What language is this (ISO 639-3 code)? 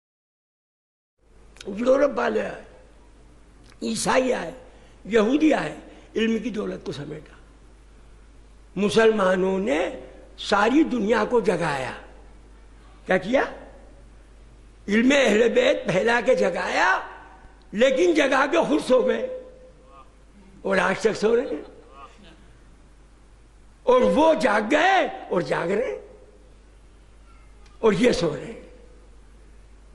urd